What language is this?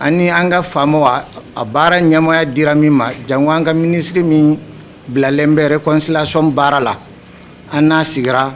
Bambara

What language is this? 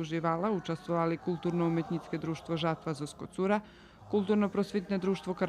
Rusyn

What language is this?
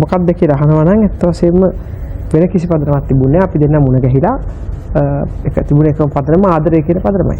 Sinhala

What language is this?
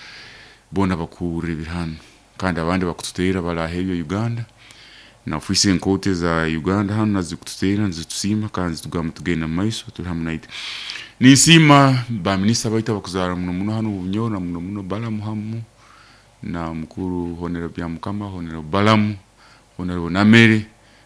Nyoro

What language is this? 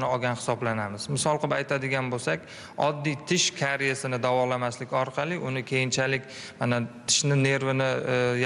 Uzbek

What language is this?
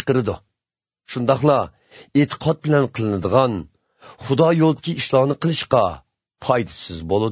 Uyghur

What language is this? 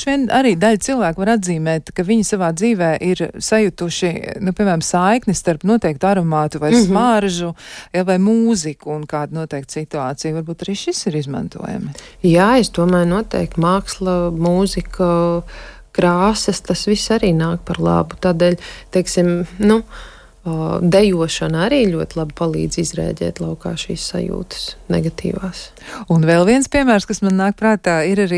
Latvian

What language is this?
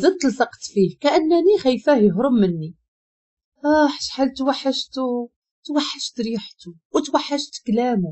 Moroccan Arabic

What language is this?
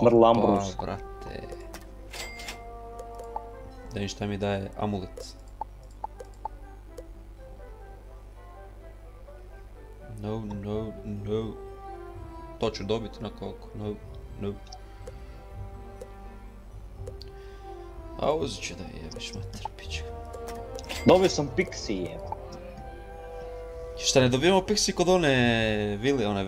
Croatian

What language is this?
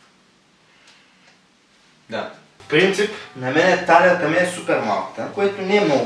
Bulgarian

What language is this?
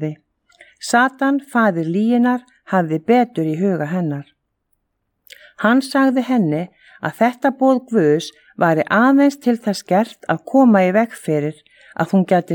Icelandic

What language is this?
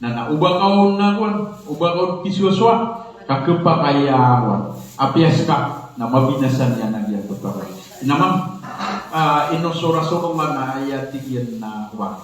Maranao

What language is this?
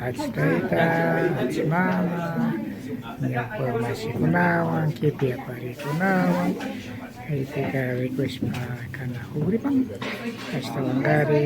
Imbabura Highland Quichua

